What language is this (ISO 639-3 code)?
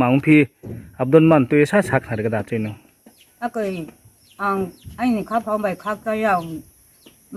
ria